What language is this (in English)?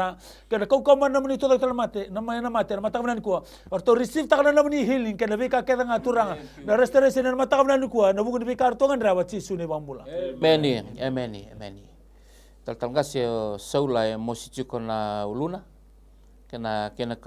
Fijian